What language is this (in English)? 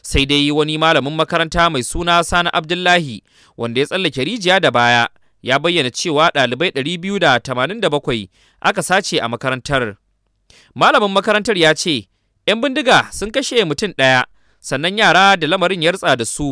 Hausa